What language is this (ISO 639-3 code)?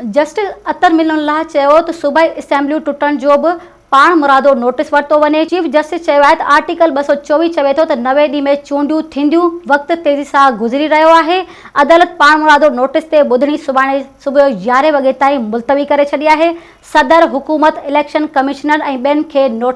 snd